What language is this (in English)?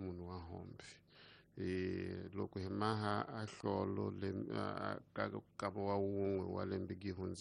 Tsonga